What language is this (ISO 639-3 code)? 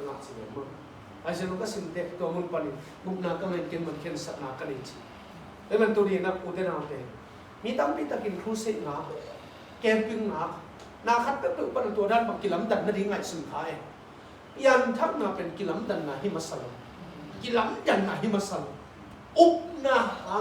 ctd